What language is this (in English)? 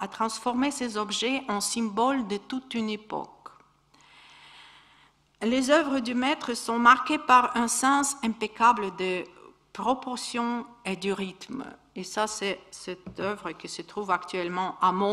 French